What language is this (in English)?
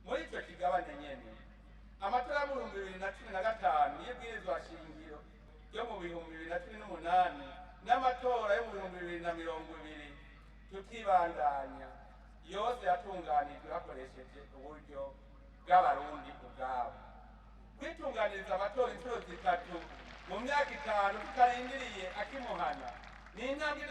Rundi